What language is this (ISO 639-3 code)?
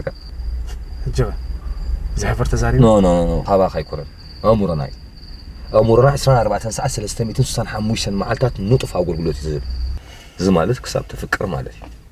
tir